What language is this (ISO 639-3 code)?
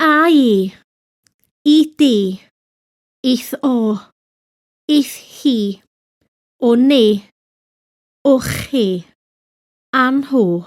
cym